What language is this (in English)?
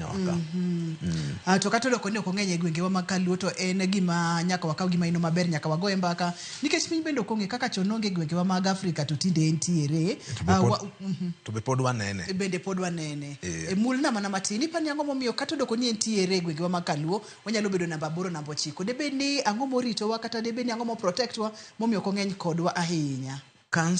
Luo (Kenya and Tanzania)